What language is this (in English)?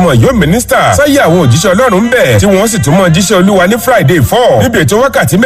Yoruba